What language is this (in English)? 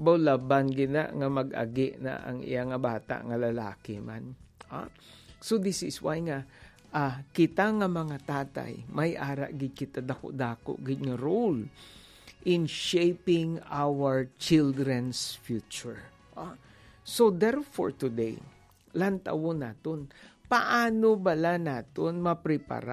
Hiligaynon